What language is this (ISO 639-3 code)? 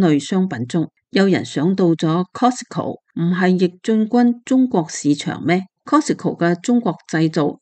yue